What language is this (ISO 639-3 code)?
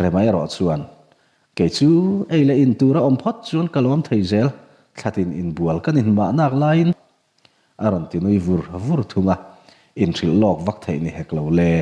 lus